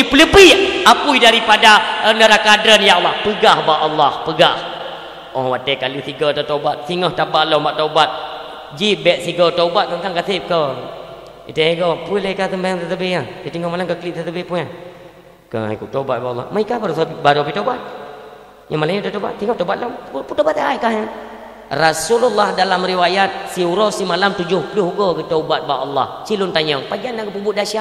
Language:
Achinese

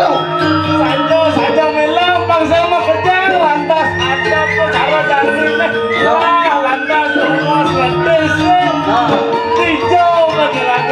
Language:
Balinese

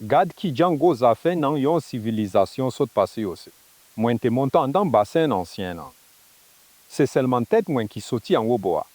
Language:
Haitian Creole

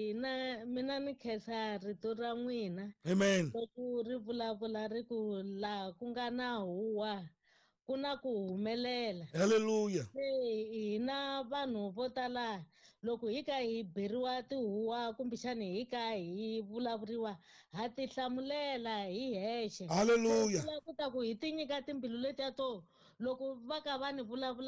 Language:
Tsonga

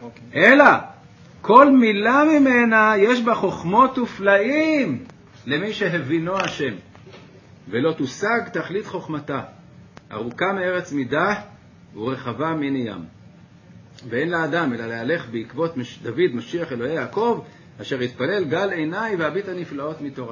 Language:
Hebrew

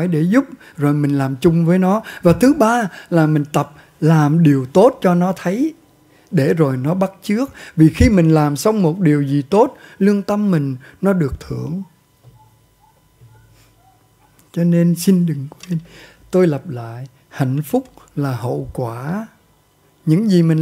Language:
Vietnamese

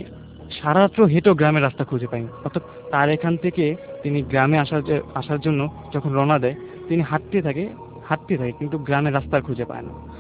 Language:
Bangla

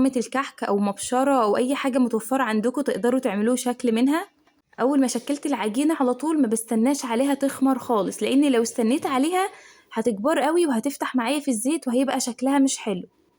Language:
Egyptian Arabic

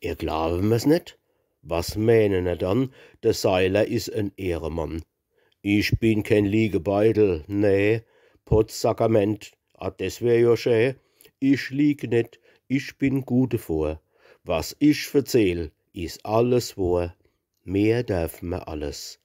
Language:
Palatine German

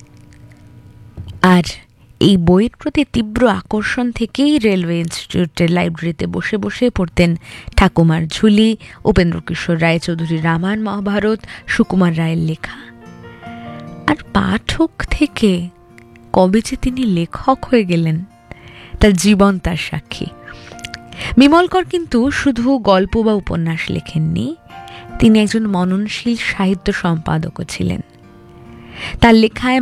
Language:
Bangla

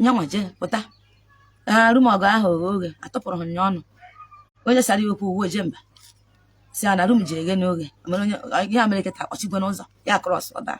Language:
Igbo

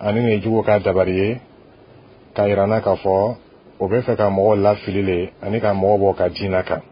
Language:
Bambara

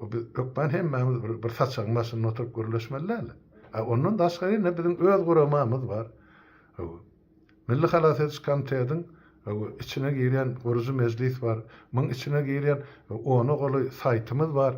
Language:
Turkmen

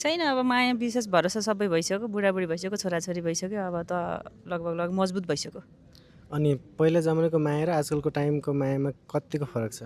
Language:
Nepali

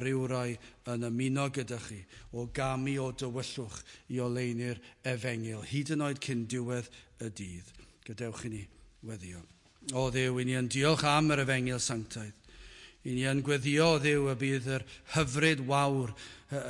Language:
Welsh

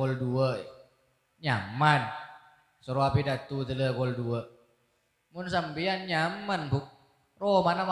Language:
Madurese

